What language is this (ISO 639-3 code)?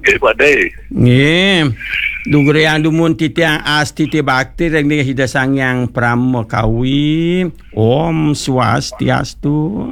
ban